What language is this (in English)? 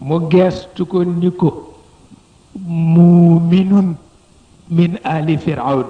Wolof